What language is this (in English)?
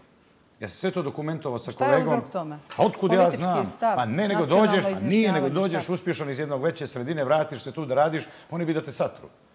Bosnian